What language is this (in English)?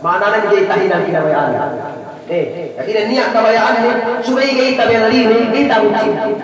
Yakan